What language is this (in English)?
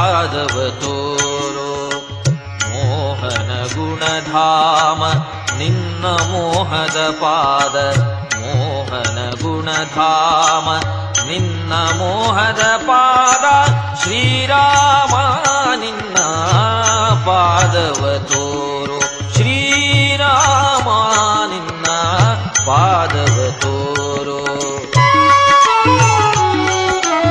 Kannada